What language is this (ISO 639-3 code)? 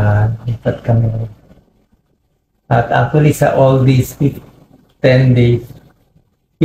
fil